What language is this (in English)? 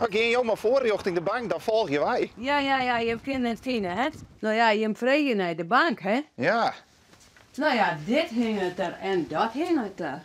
Western Frisian